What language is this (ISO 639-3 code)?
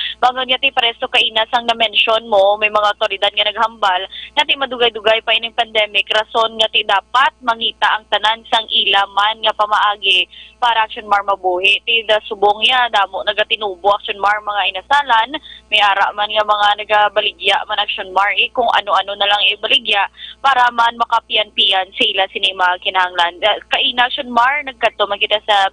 hil